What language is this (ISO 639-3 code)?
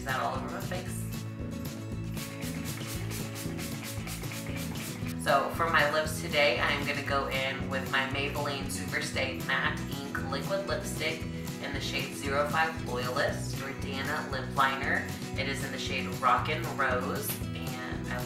eng